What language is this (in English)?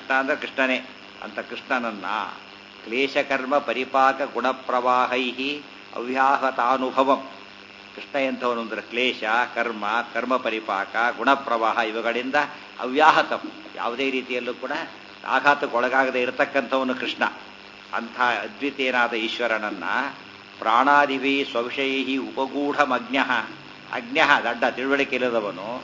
Kannada